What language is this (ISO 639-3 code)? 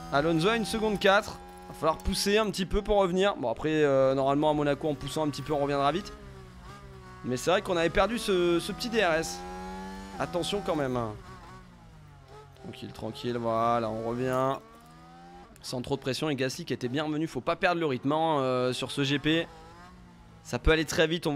fra